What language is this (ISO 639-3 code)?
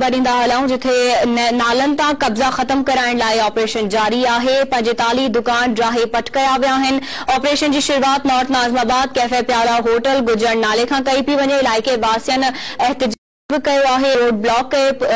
snd